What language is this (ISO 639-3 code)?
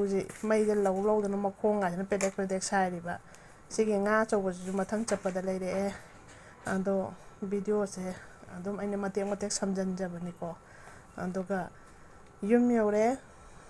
mni